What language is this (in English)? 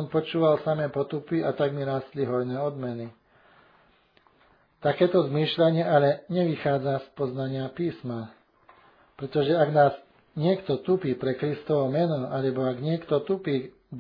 Slovak